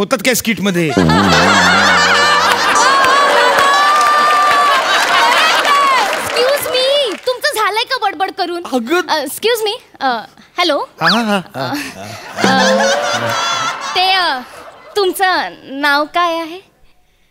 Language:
Marathi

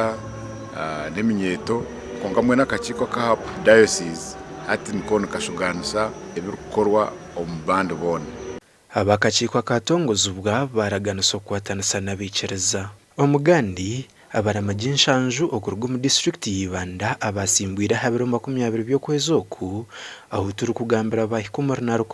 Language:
Nyankole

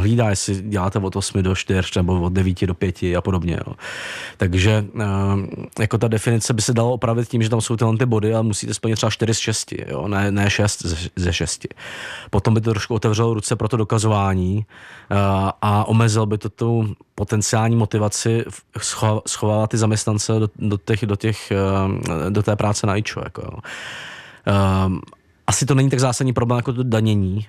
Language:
Czech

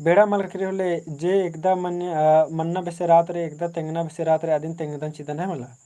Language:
Kurukh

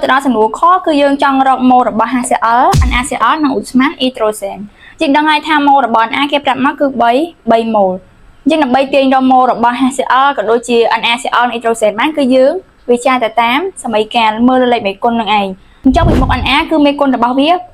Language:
Khmer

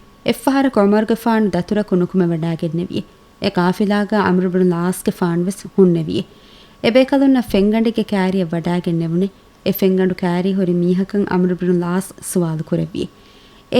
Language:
Divehi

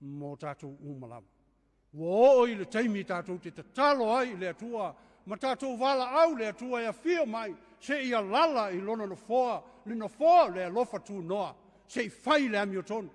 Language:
Samoan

